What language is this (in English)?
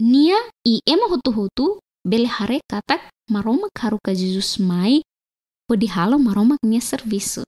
Tetum